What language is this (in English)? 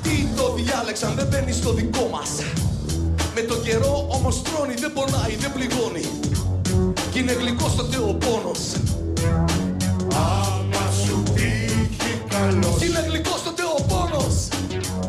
Greek